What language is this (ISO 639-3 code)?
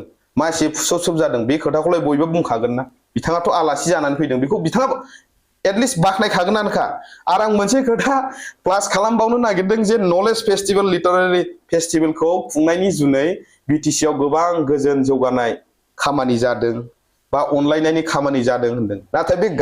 brx